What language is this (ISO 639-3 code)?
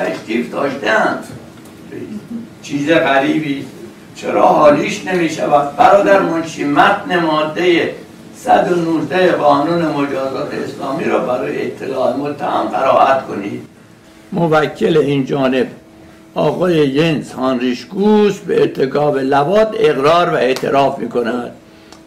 fas